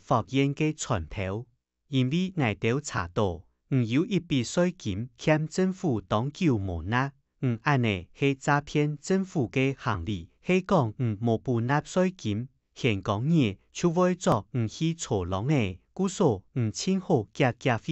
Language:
Hakka Chinese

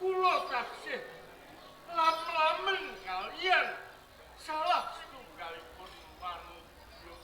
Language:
Javanese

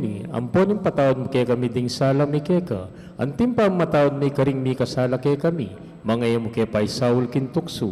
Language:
Pampanga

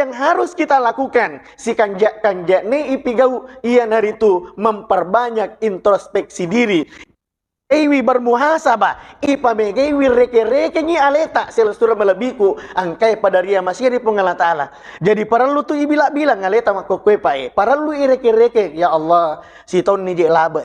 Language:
Buginese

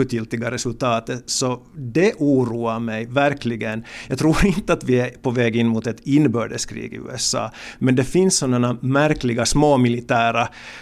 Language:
Swedish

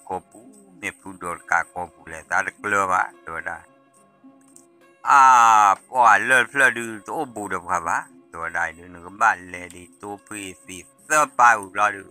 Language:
S'gaw Karen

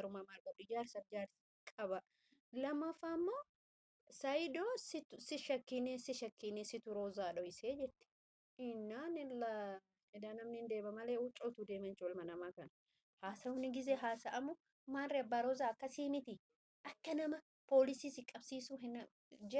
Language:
Oromo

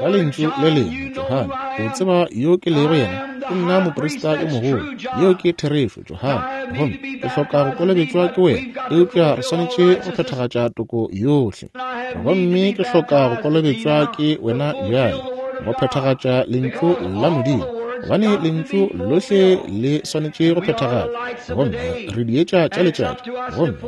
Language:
Northern Sotho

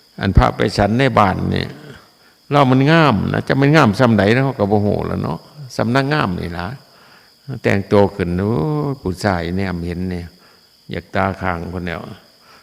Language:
Northeastern Thai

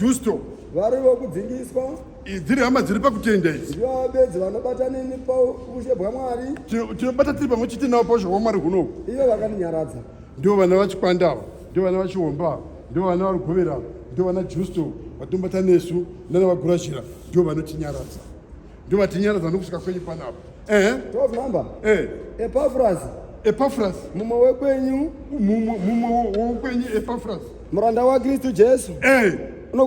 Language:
Shona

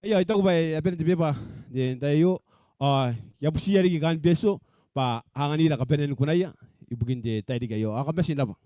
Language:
Gilbertese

